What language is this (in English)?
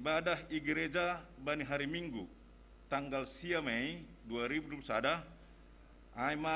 Batak Simalungun